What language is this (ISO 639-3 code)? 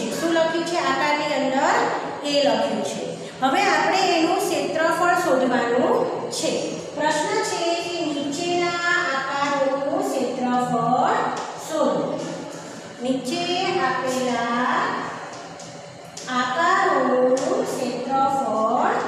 guj